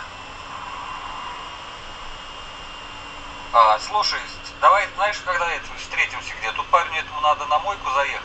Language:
Russian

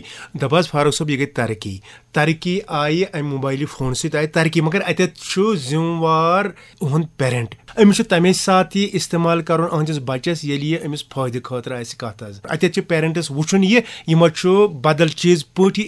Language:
Kashmiri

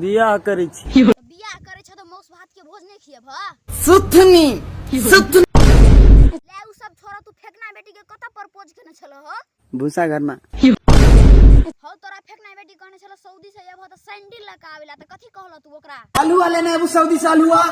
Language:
Maithili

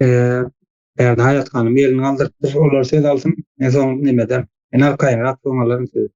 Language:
Turkmen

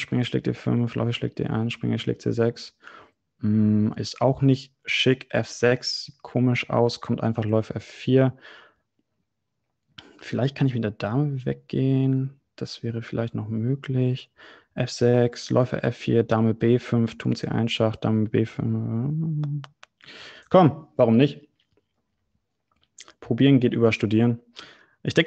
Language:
German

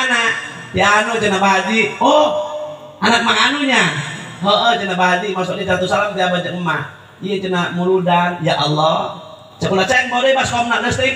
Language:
Sundanese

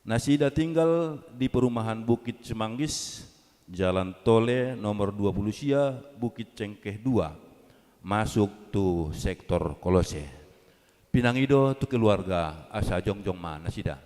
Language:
Batak Toba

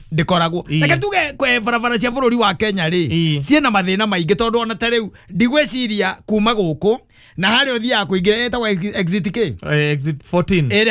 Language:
Kikuyu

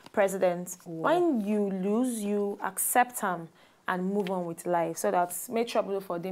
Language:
Nigerian Pidgin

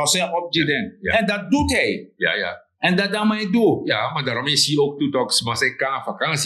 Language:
Sranan Tongo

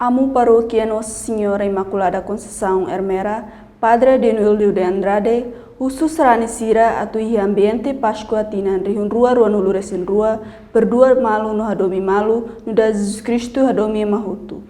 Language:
Tetum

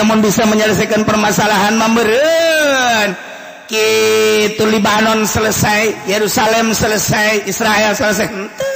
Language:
Sundanese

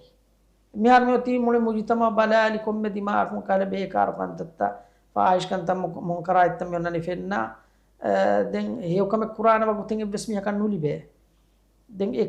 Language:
Divehi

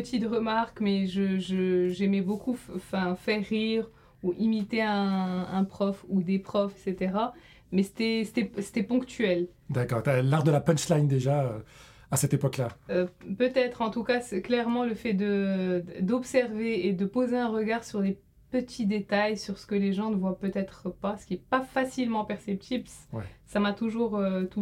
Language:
French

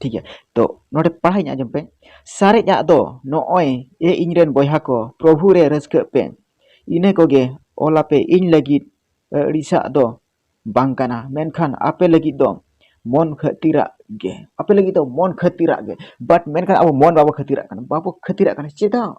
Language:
Santali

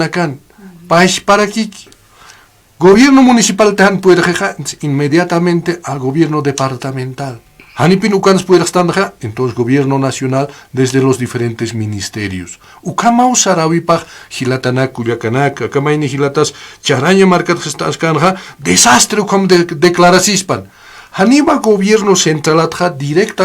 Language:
Aymara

